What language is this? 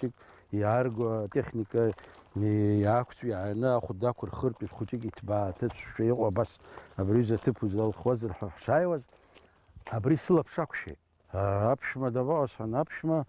Abkhazian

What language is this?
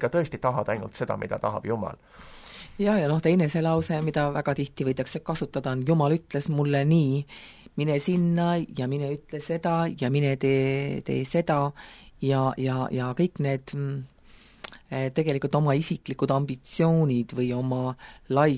Estonian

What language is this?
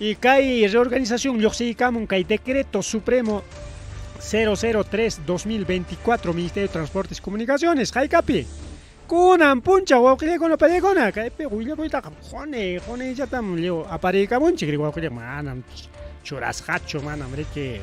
Ayacucho Quechua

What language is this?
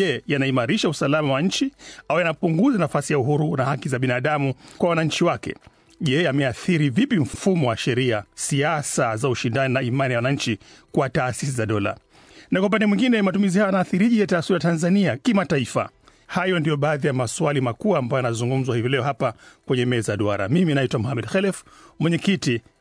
Swahili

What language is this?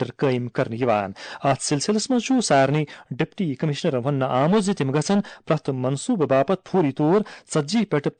Kashmiri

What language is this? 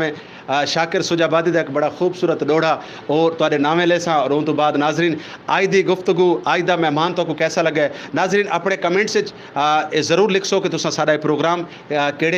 Saraiki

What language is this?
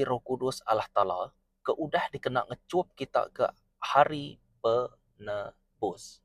Iban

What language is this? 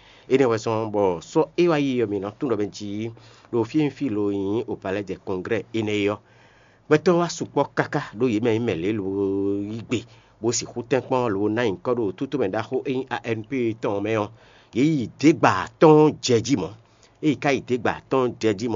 Fon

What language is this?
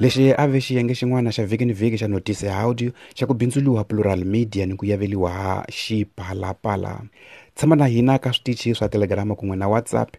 Tsonga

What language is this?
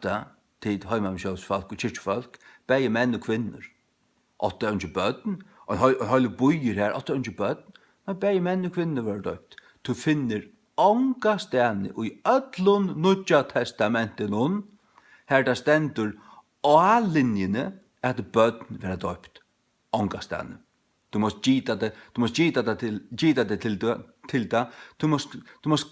Faroese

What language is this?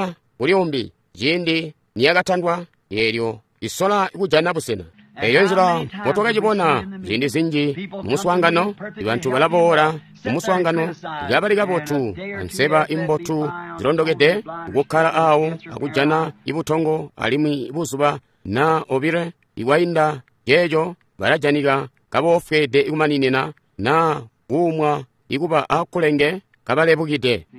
Tonga (Zambia)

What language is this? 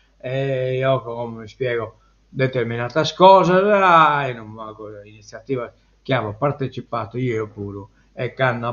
Sardinian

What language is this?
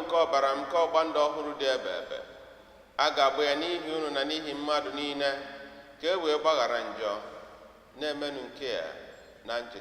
Igbo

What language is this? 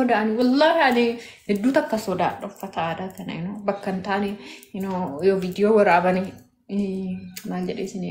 Oromo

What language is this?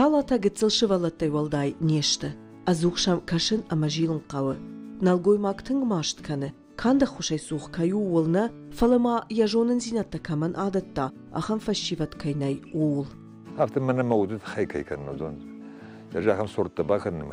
Ossetic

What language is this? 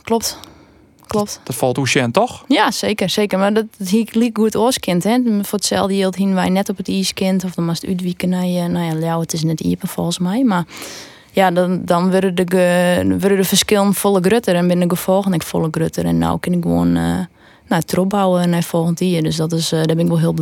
Western Frisian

